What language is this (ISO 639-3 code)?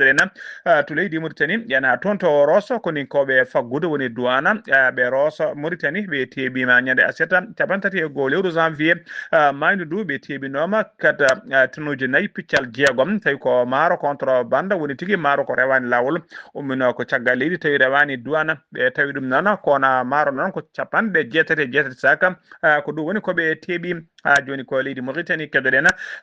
ful